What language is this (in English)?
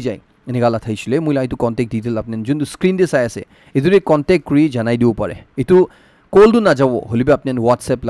Naga Pidgin